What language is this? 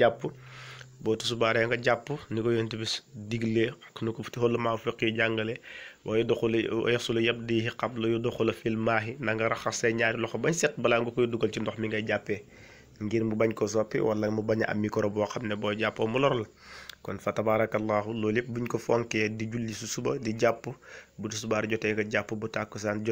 Wolof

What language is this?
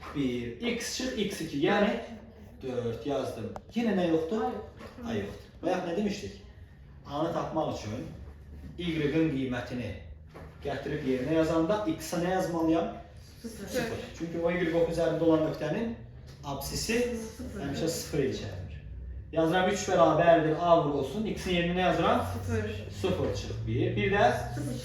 Azerbaijani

